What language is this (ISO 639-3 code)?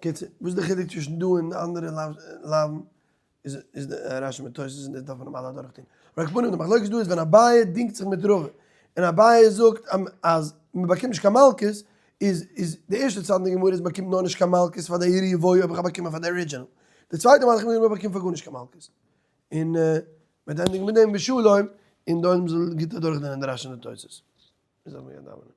yid